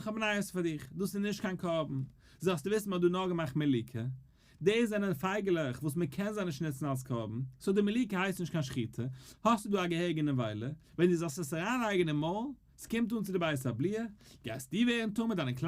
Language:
Yiddish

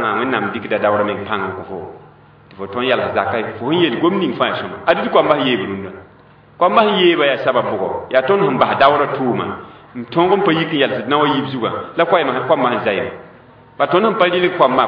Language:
Mossi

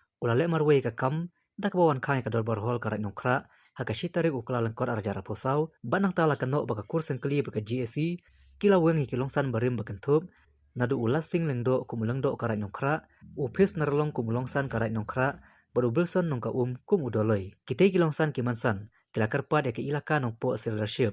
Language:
Khasi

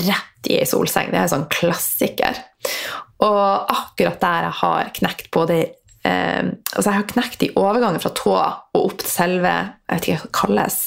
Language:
Norwegian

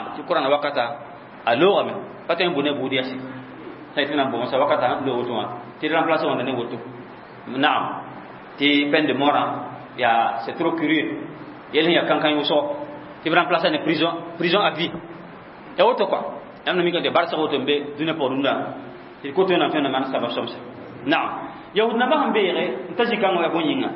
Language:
Mossi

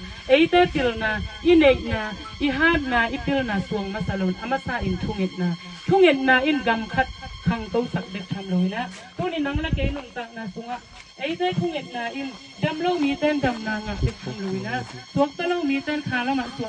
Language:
Tedim Chin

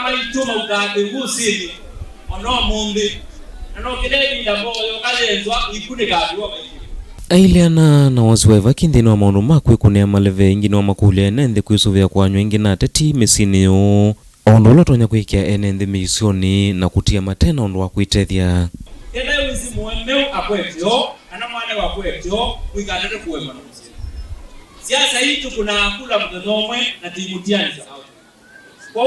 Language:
Kamba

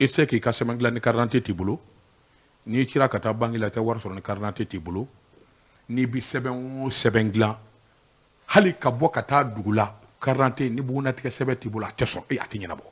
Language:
Bambara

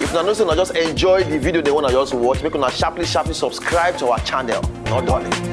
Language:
Nigerian Pidgin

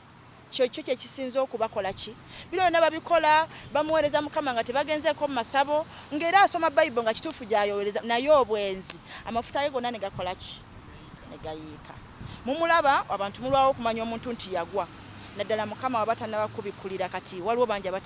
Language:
Ganda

